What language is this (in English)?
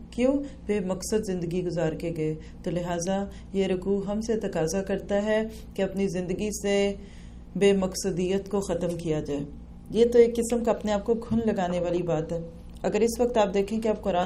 Urdu